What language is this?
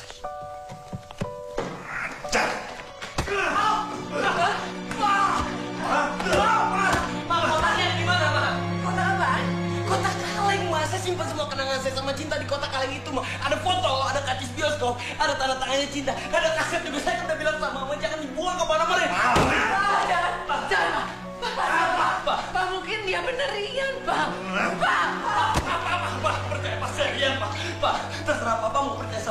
Indonesian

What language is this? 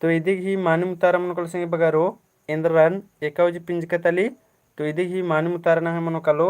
Kurukh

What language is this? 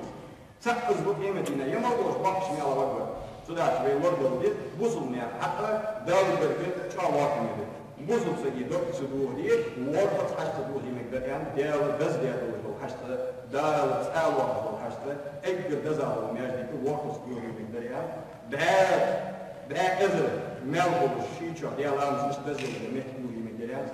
Ingush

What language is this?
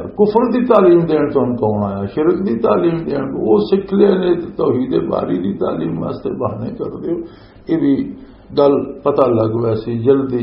Western Panjabi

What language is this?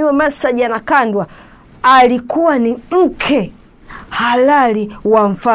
Swahili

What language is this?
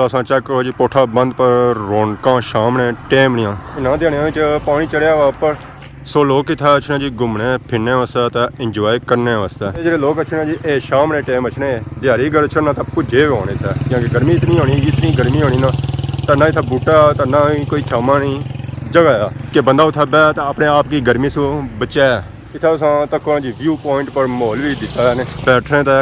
Pahari-Potwari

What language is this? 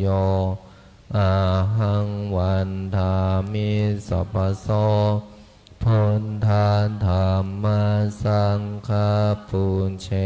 Pali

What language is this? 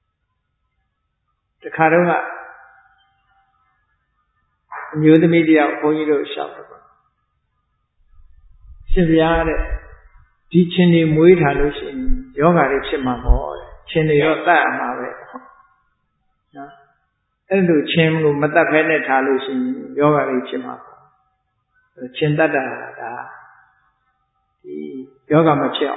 Burmese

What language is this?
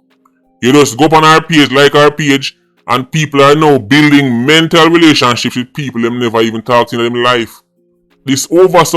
Jamaican Creole English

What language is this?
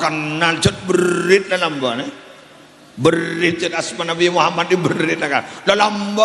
Madurese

